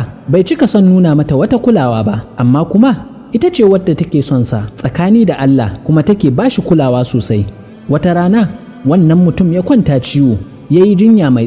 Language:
Hausa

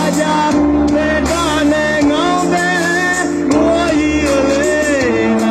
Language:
Akha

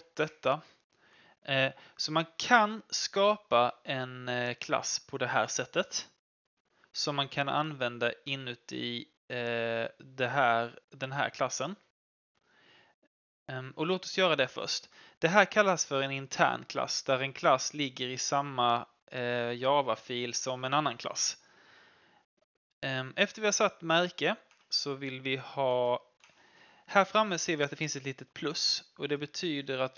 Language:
Swedish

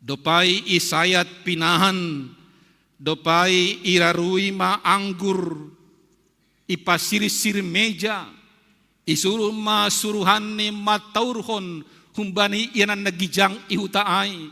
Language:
Batak Simalungun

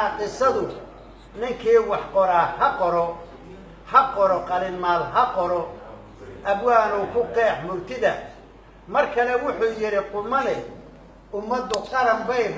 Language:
Somali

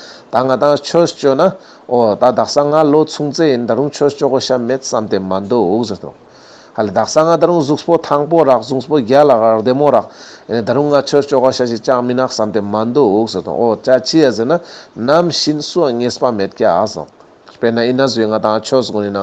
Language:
Ladakhi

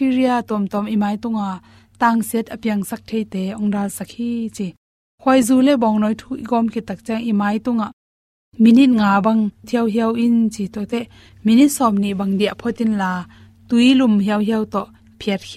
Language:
Tedim Chin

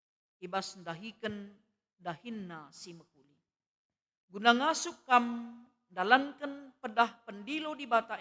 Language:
Batak Karo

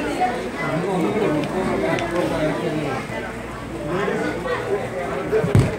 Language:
Malayalam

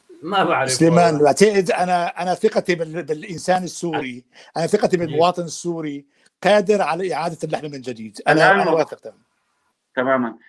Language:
North Levantine Arabic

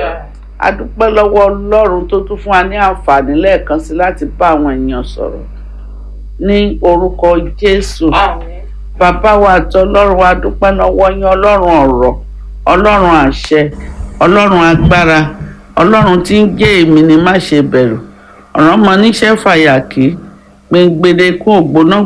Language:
Yoruba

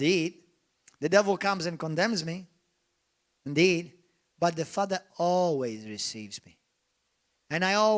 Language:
English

